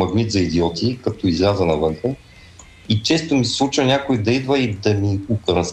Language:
Bulgarian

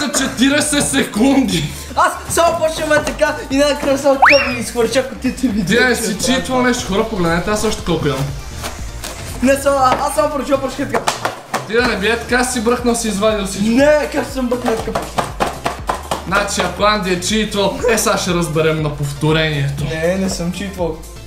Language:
Bulgarian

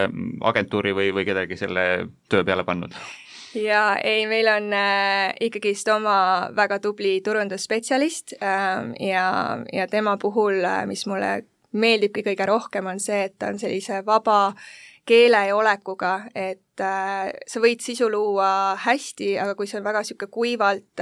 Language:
Estonian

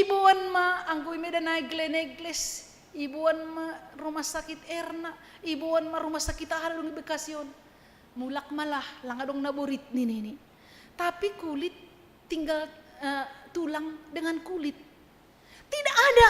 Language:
Batak Simalungun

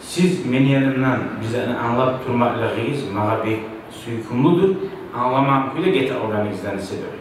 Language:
Kumyk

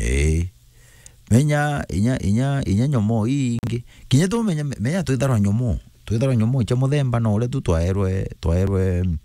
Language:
Meru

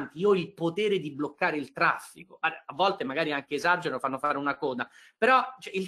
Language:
Italian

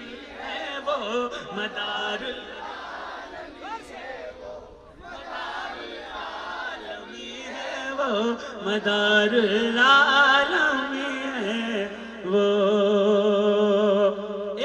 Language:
Urdu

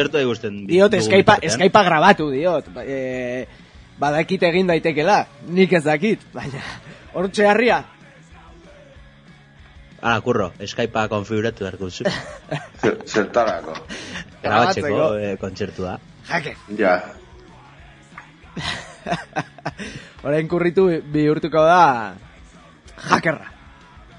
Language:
Basque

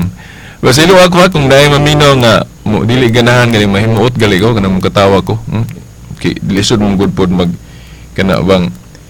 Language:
Cebuano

